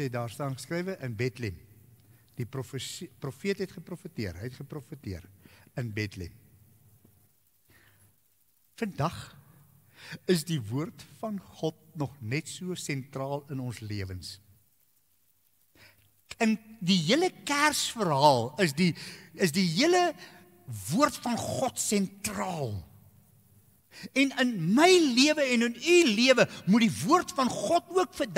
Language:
Afrikaans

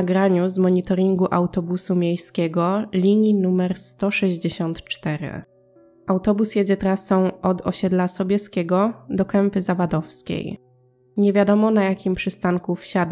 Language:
Polish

